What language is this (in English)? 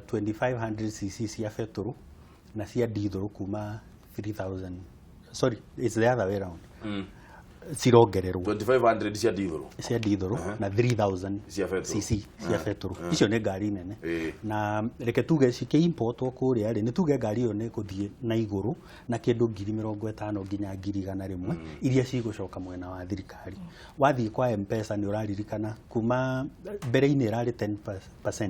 Kikuyu